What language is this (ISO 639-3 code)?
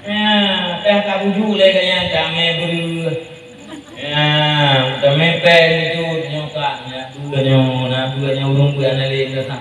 ace